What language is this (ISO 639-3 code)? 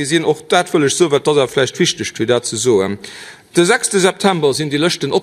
ltz